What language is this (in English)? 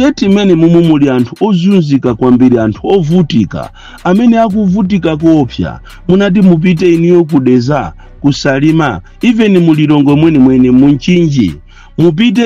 Nyanja